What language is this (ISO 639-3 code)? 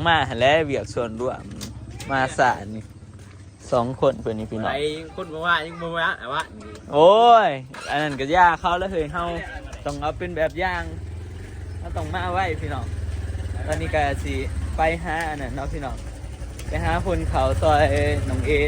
tts